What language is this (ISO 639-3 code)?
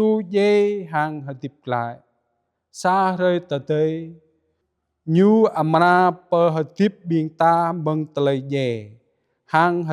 jra